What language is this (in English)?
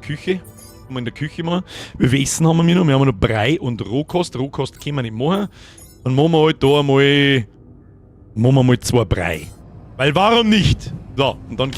Bavarian